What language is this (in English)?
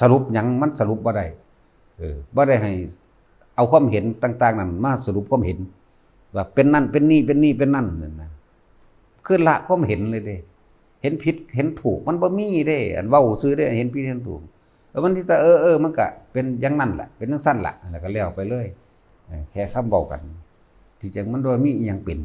Northeastern Thai